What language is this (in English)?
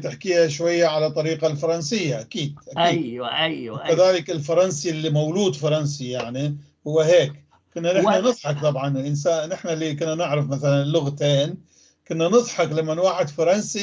North Levantine Arabic